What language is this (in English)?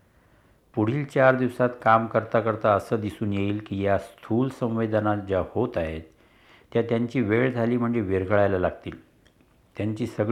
Marathi